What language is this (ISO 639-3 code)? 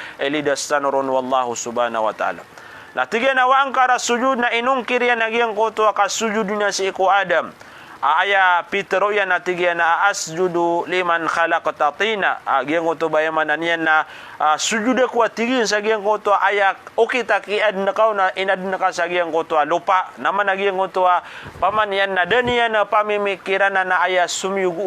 mrw